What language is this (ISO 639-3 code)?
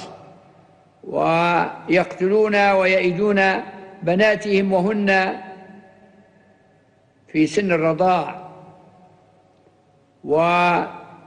ara